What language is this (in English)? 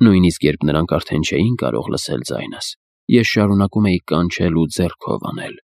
Armenian